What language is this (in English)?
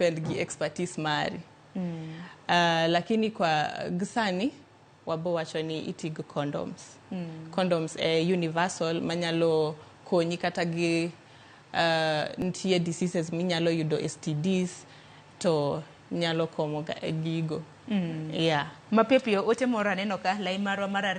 Luo (Kenya and Tanzania)